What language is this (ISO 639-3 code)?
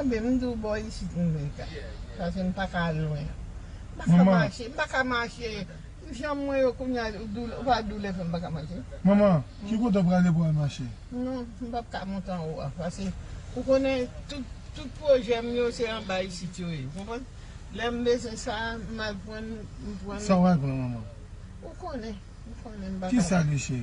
hat